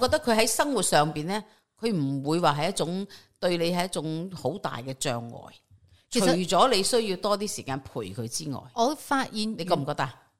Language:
Cantonese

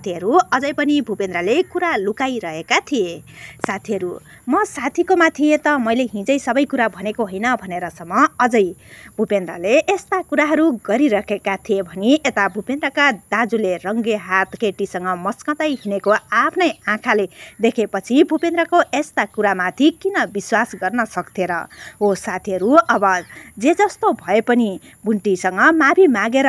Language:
Nepali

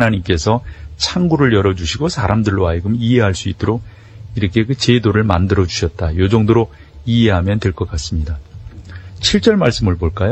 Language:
Korean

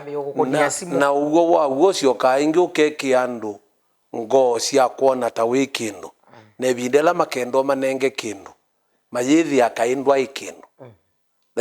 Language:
Kamba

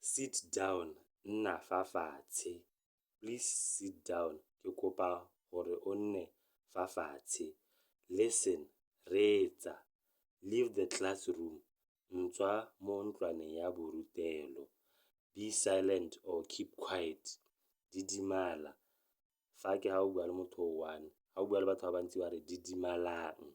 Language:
Tswana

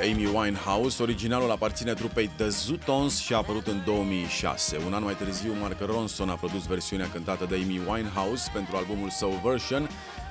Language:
Romanian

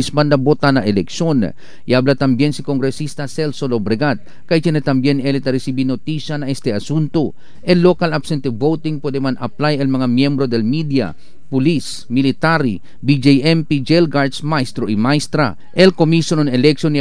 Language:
Chavacano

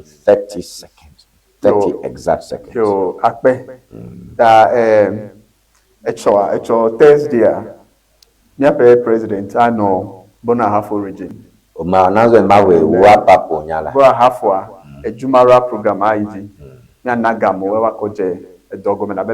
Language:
Ewe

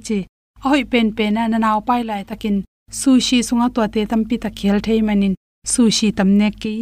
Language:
Tedim Chin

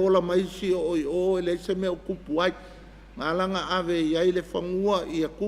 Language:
Samoan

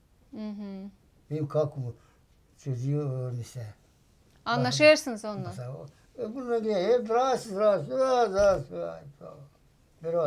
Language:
Gagauz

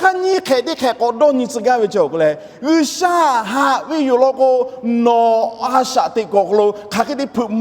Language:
Lahu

